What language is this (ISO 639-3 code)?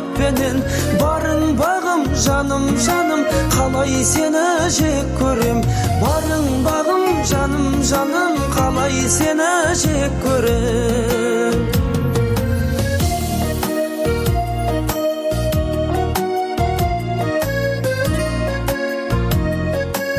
kaz